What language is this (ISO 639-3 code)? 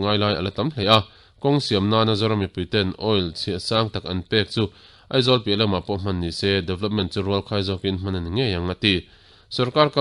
lus